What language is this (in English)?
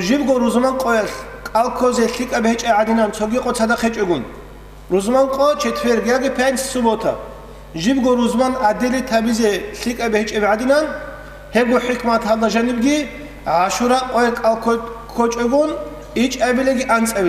Avaric